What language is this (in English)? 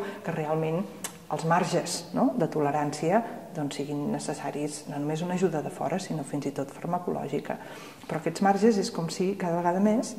Catalan